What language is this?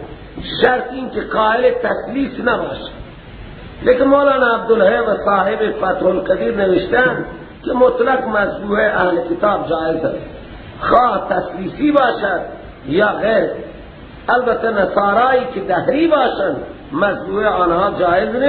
Persian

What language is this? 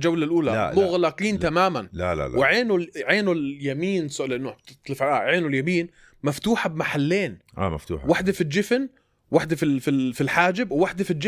North Levantine Arabic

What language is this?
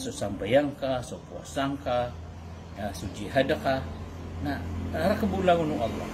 Maranao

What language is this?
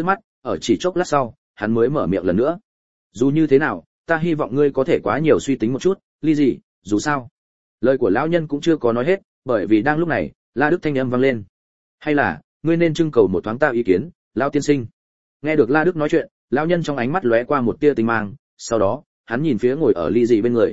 Vietnamese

